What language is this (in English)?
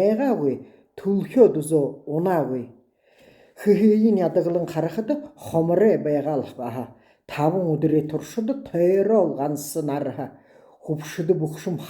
Buriat